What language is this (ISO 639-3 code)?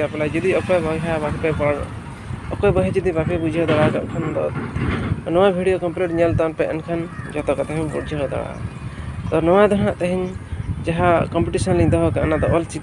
sat